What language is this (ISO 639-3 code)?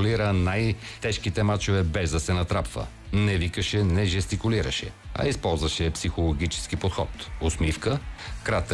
bul